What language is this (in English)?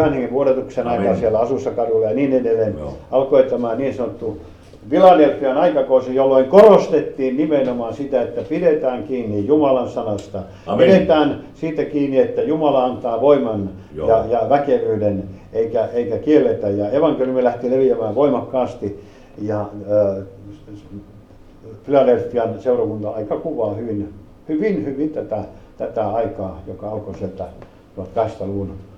Finnish